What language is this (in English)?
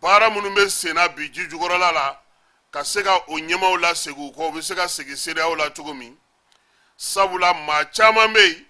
Bambara